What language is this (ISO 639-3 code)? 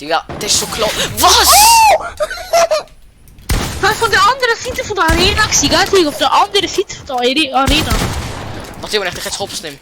gsw